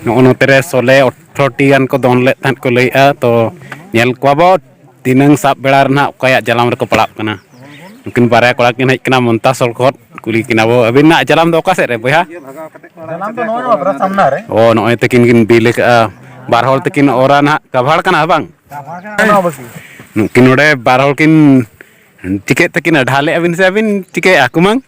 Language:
Santali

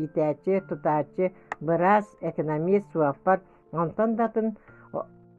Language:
Yakut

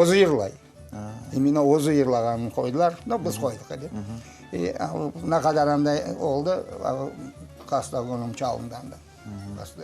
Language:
Crimean Tatar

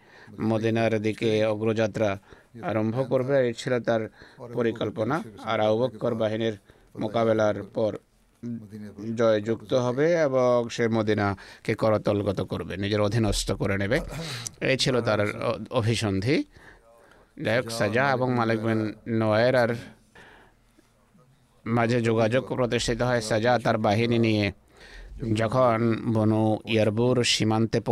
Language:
Bangla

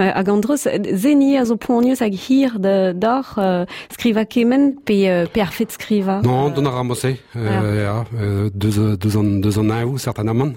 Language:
Breton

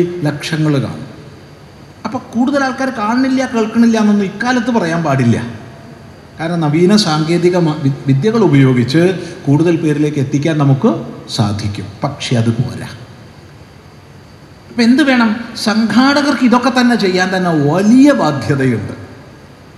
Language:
Malayalam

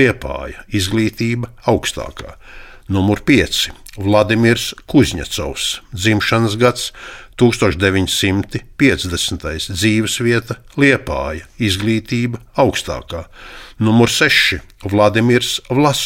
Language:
Latvian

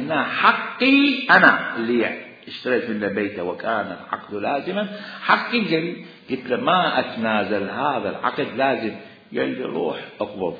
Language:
Mesopotamian Arabic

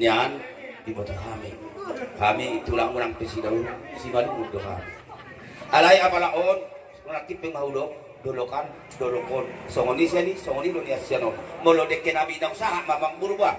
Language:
Batak Toba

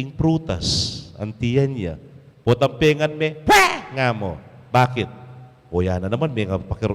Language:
Pampanga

